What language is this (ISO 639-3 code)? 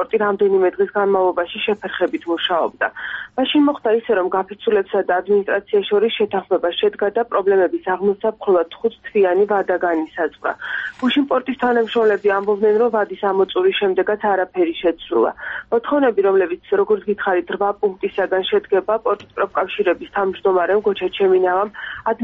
kat